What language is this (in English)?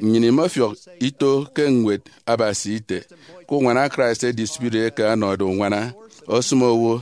Efik